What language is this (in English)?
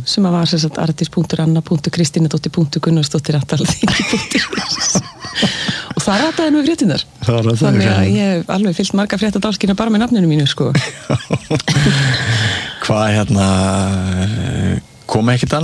Icelandic